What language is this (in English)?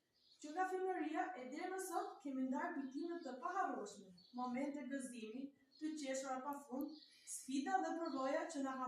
Albanian